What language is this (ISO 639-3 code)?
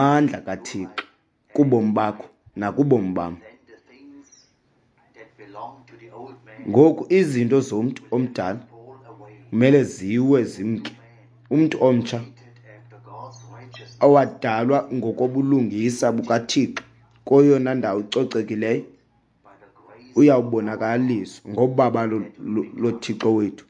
xho